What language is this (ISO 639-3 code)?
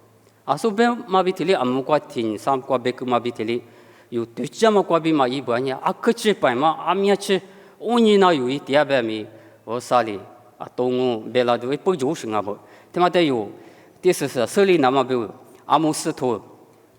lis